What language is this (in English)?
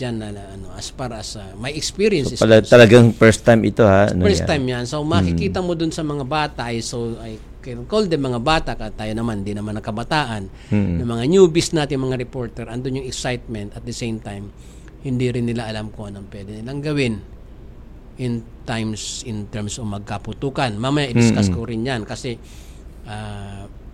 Filipino